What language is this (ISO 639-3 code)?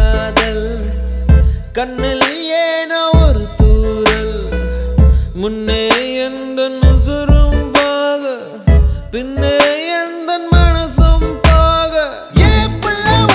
tam